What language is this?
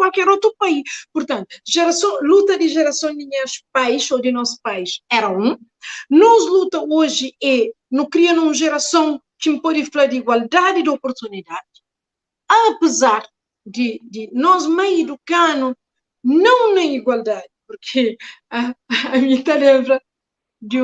Kabuverdianu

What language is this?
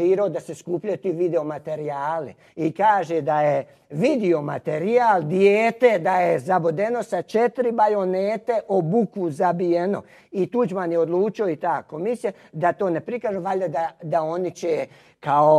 Croatian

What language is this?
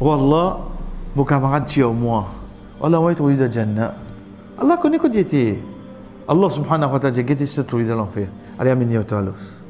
Morisyen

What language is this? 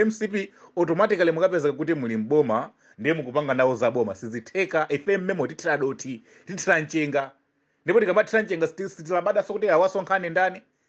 Nyanja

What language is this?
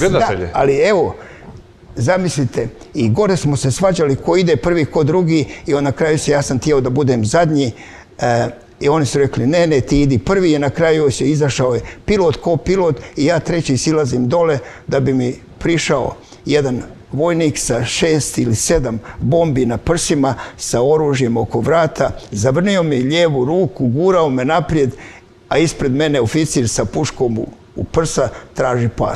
Croatian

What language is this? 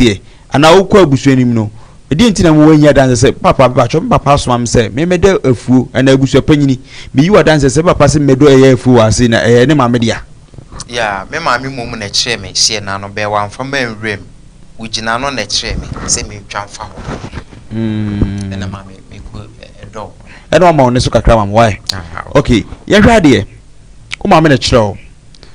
Akan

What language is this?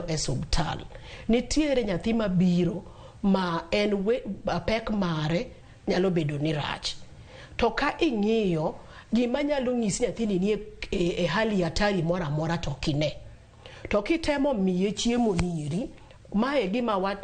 Luo (Kenya and Tanzania)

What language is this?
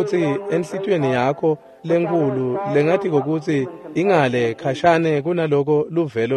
Swati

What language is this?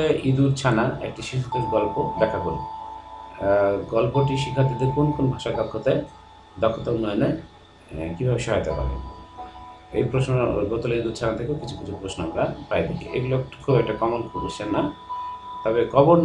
Bangla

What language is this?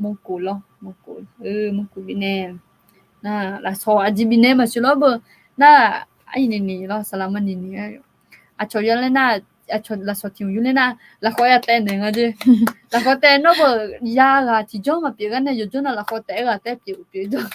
Akha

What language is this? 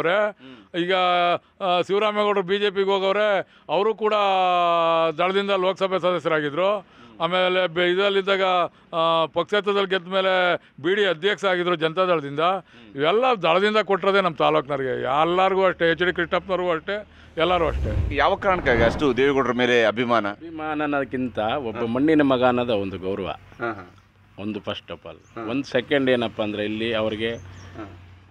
Kannada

